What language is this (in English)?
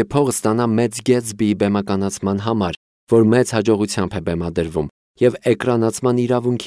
Armenian